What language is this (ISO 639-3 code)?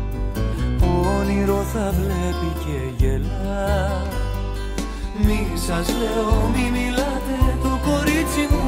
ell